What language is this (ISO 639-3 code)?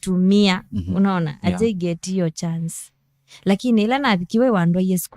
kam